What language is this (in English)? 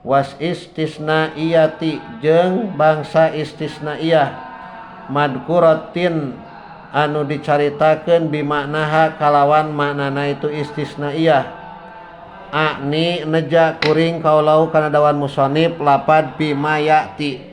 Sundanese